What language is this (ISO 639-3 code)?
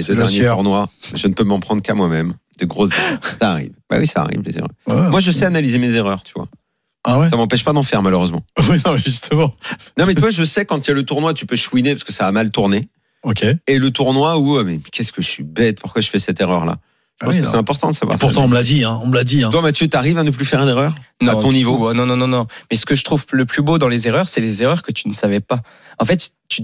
fra